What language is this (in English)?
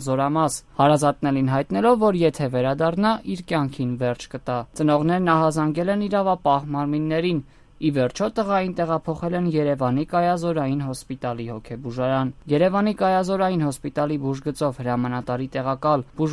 Armenian